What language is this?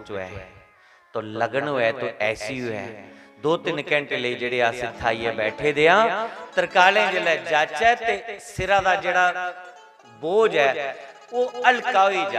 Dogri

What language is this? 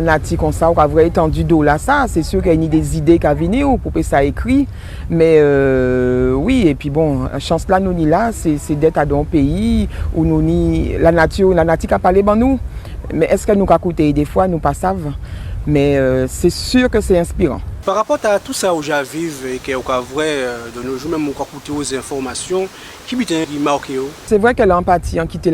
Guadeloupean Creole French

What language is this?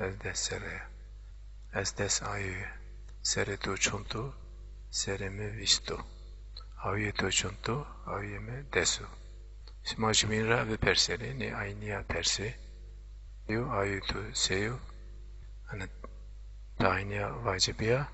Zaza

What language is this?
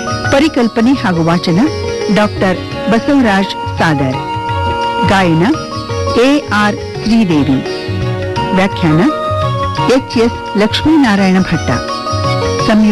Kannada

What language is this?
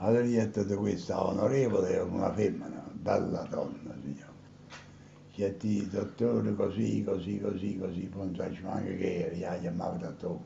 Neapolitan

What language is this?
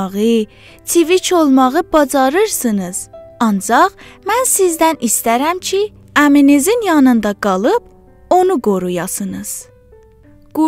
South Azerbaijani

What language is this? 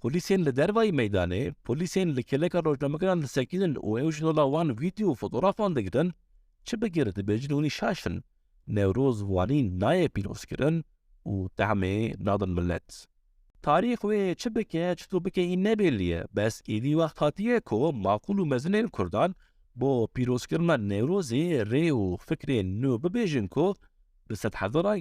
Kurdish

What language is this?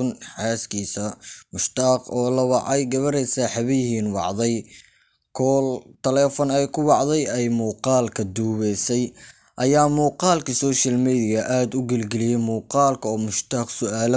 Somali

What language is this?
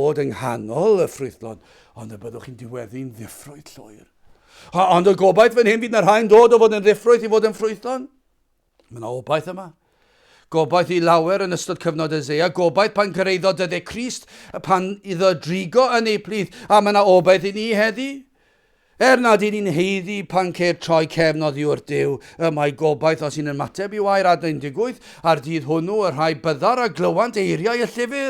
Welsh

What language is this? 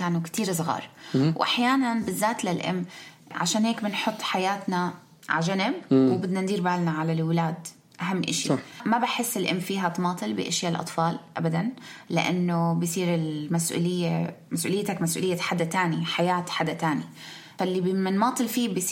North Levantine Arabic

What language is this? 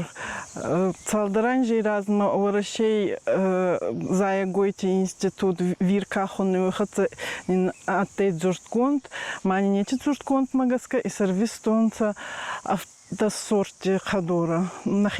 Ossetic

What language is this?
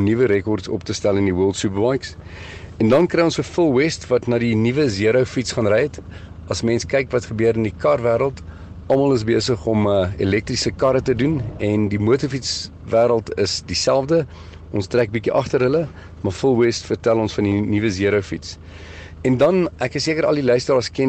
Afrikaans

